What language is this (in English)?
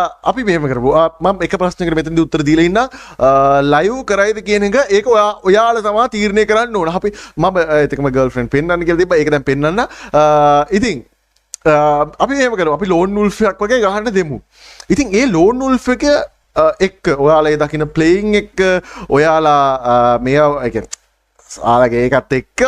Sinhala